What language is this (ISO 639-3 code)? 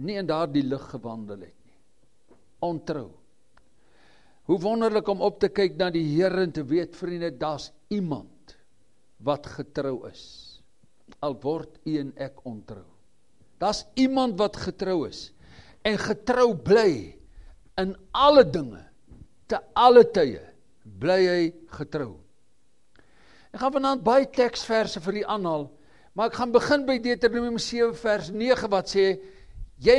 afr